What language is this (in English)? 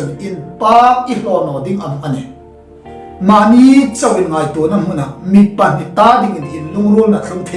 Hmar